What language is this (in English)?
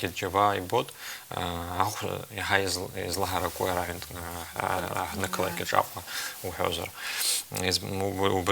Abkhazian